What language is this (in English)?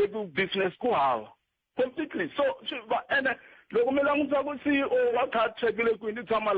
Tsonga